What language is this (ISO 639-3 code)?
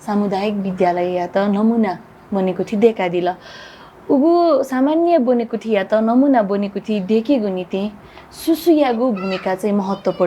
new